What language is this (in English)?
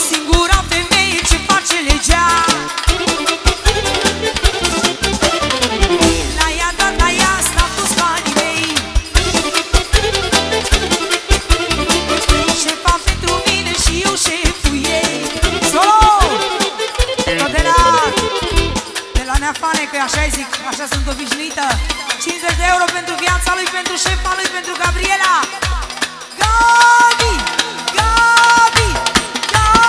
Romanian